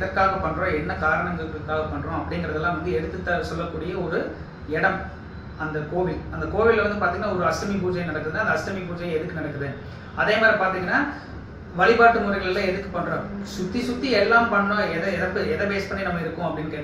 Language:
Tamil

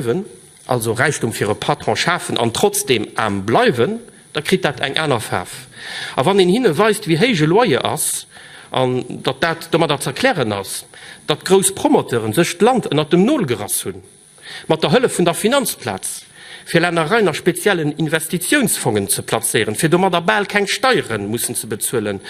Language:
Luxembourgish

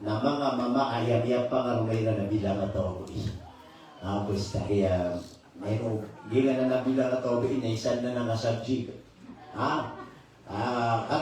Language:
Maranao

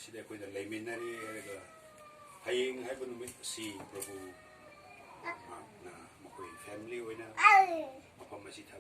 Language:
Manipuri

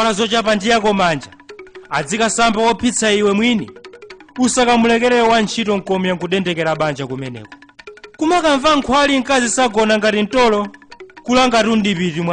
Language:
Nyanja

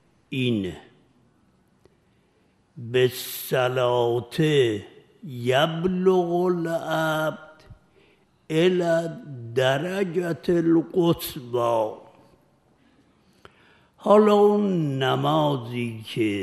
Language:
Persian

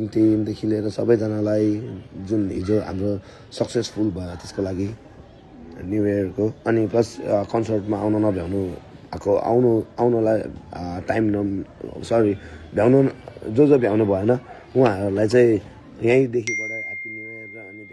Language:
Nepali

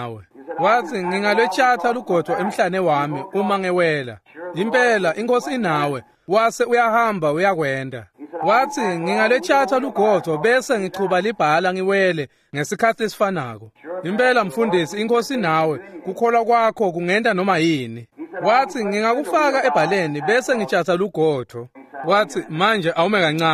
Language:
Swati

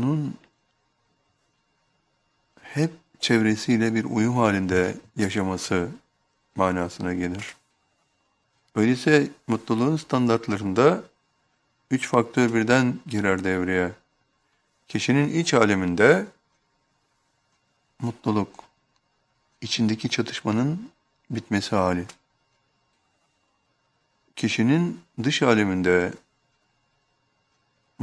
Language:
Turkish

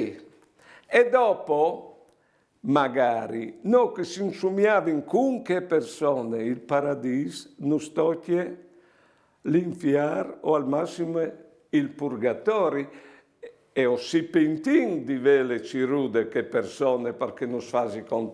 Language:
Friulian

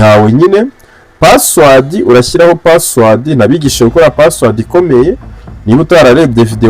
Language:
Kinyarwanda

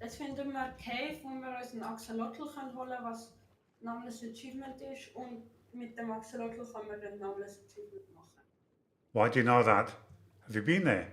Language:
Swiss German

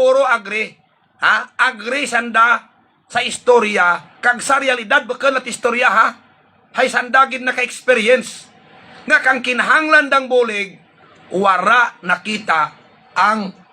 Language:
Hiligaynon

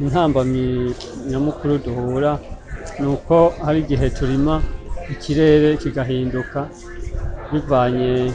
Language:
Rundi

